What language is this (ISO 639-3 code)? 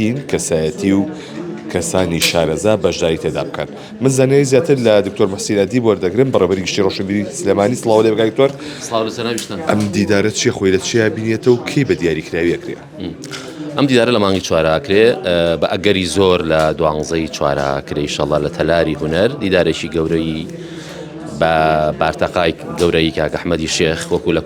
ckb